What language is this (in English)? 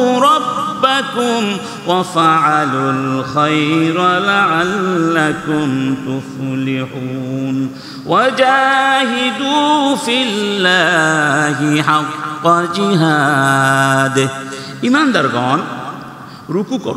Bangla